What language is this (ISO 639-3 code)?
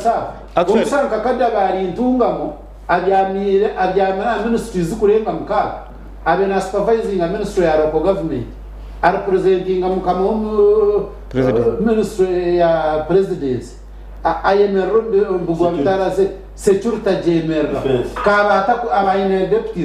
nyn